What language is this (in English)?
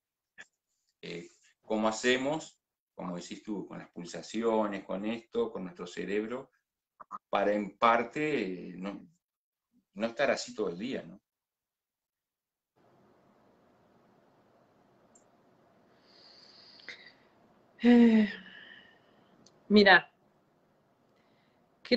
Spanish